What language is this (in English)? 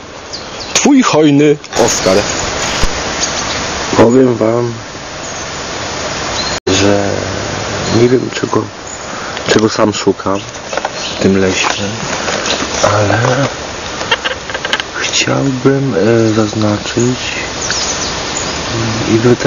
Polish